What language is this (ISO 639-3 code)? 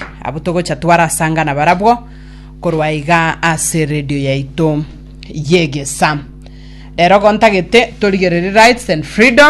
guz